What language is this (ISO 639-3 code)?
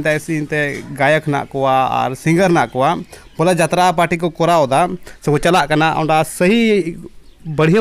sat